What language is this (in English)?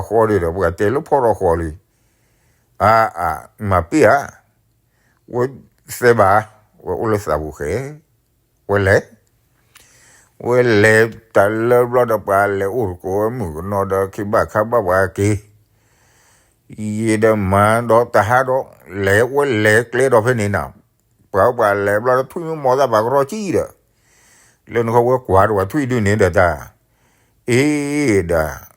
S'gaw Karen